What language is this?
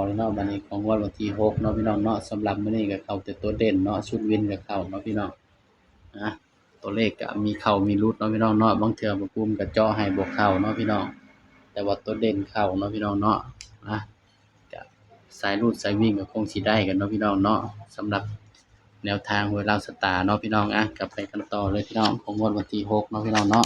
Northeastern Thai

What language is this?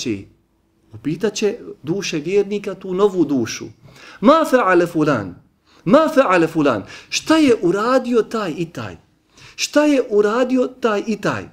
Bosnian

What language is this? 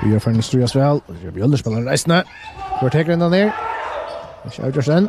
Faroese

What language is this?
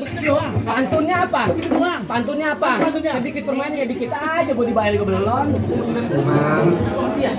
Betawi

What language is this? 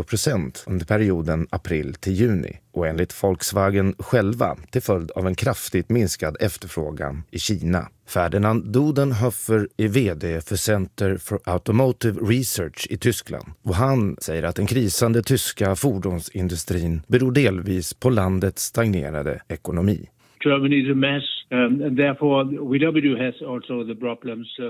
Swedish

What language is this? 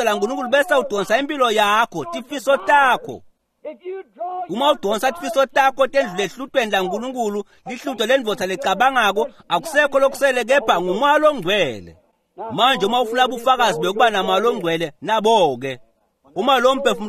Swati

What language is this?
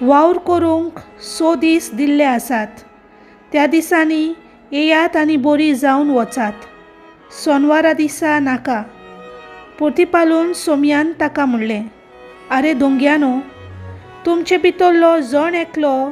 Konkani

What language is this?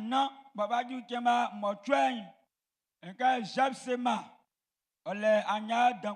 Baoulé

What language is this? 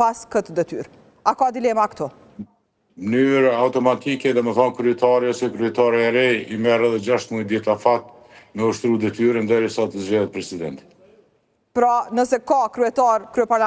Albanian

